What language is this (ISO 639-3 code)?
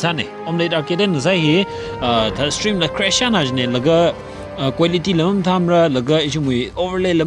nmf